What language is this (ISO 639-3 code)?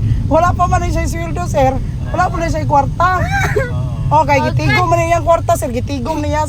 ceb